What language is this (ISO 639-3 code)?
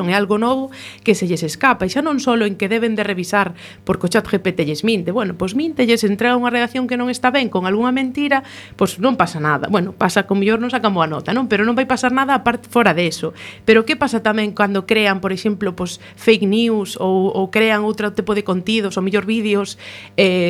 glg